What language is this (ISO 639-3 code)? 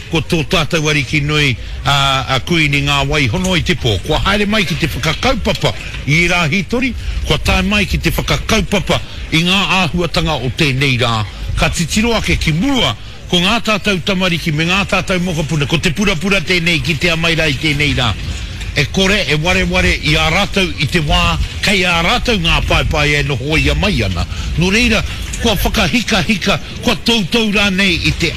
mri